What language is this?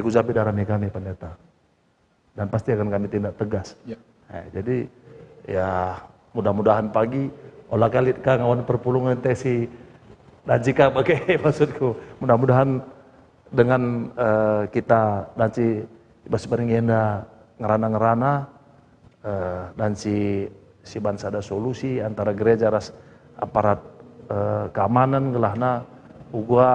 Batak Karo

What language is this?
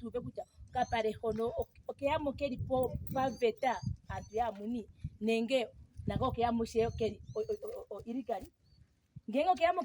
Ndonga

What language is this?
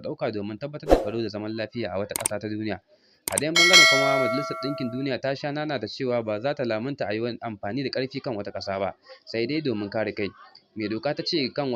Hausa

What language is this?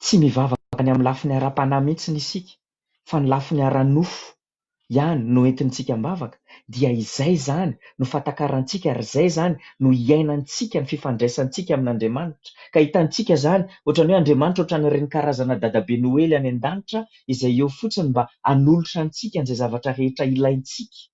Malagasy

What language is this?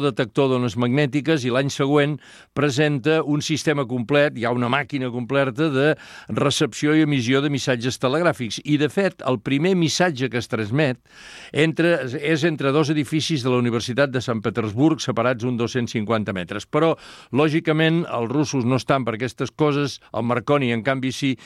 Catalan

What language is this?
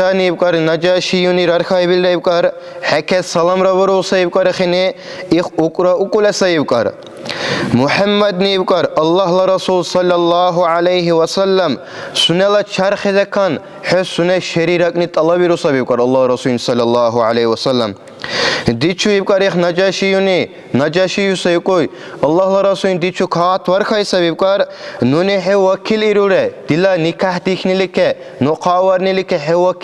Dargwa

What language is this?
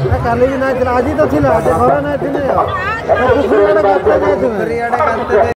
Santali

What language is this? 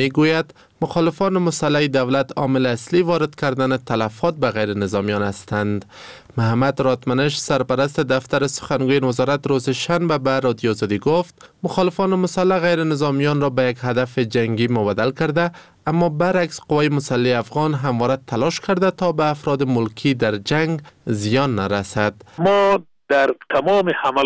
Persian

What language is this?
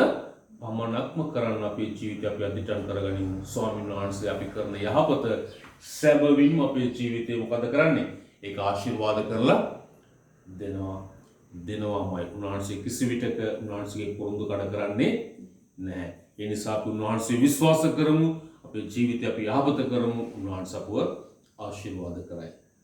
Sinhala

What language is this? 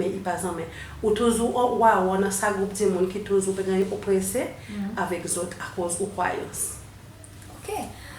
Seselwa Creole French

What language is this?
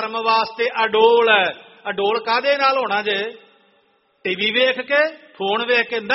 Punjabi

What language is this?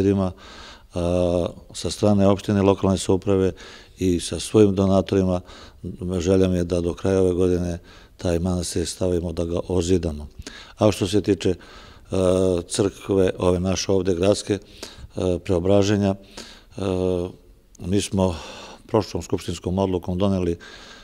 Serbian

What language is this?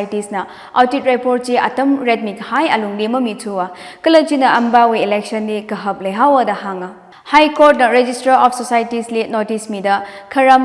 Tangkhul Naga (India)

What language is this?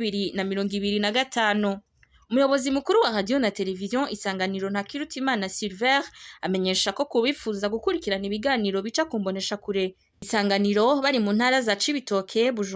Rundi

